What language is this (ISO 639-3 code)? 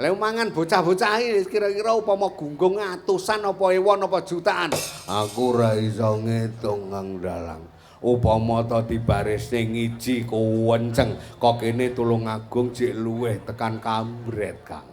jav